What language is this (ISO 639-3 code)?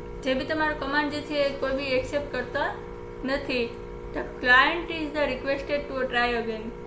guj